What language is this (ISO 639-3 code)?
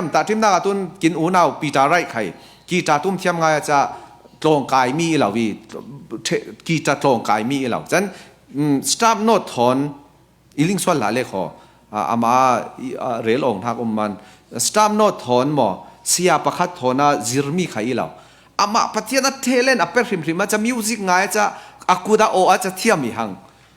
cfm